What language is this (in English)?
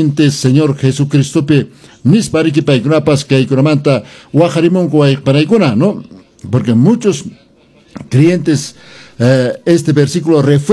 Quechua